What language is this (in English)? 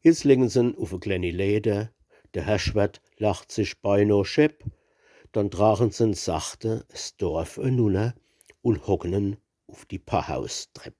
Palatine German